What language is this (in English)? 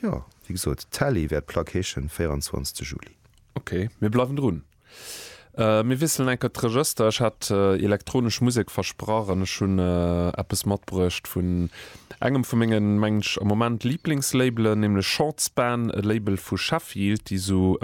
Luxembourgish